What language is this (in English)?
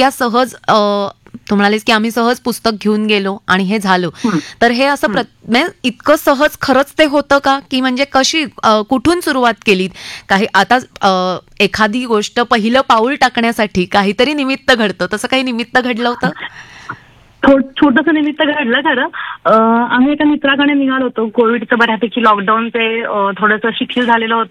Marathi